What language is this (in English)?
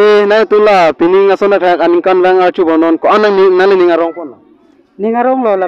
Karbi